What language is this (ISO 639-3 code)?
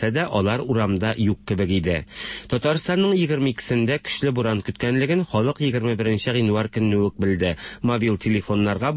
tat